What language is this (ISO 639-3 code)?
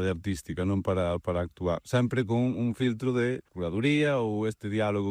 glg